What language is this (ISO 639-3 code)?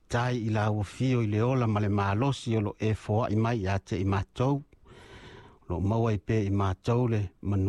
smo